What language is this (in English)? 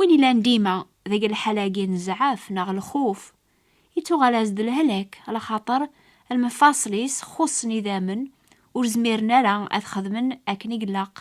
Kabyle